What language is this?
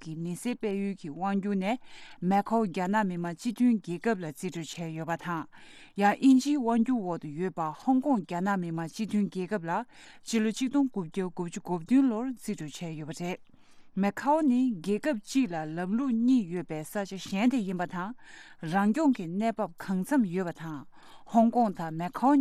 Tibetan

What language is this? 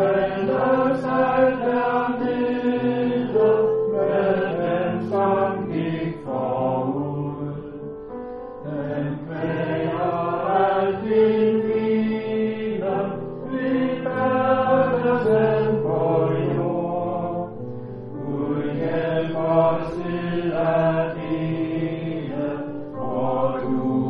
Danish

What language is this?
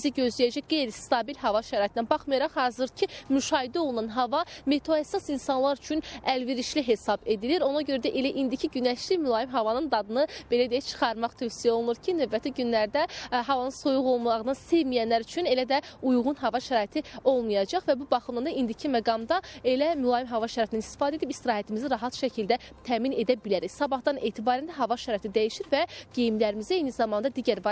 Azerbaijani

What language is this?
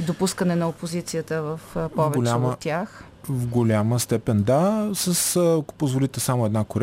Bulgarian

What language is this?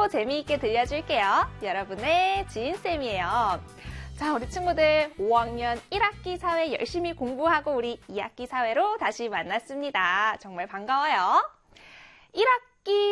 Korean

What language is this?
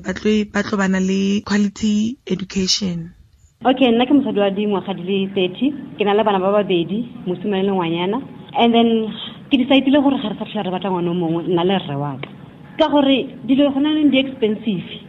Tswana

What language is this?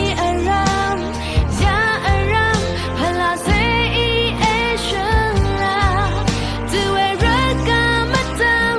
Rawang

